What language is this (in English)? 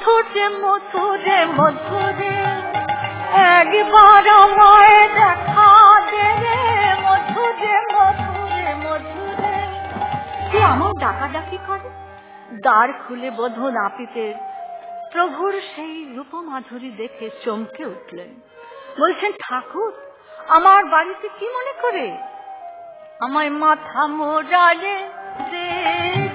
Bangla